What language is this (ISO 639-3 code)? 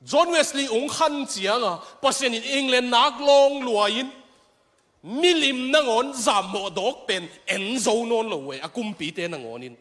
ctd